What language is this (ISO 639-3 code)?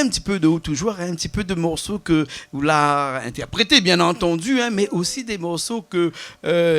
rcf